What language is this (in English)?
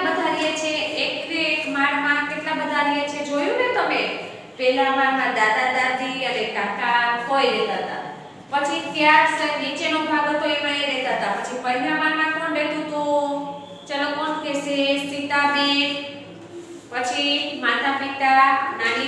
Gujarati